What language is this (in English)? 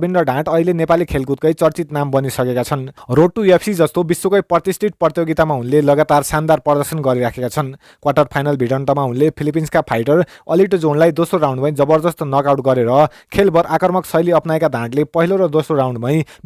Nepali